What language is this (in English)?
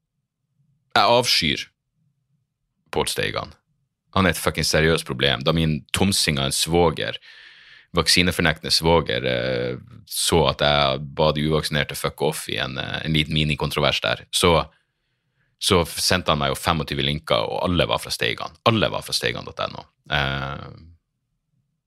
Norwegian